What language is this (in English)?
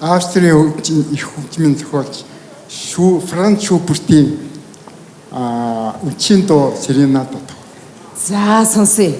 Mongolian